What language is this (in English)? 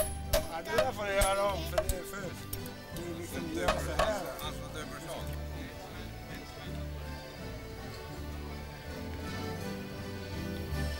Swedish